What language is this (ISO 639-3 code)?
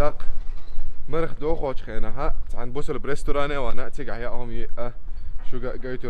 che